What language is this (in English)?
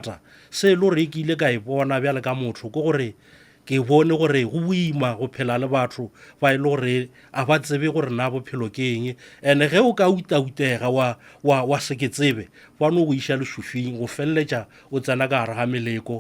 Northern Sotho